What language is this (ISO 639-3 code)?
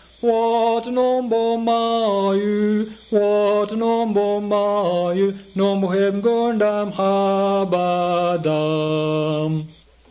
fuv